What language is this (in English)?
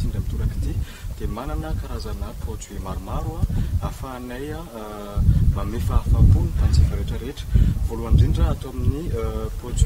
Malagasy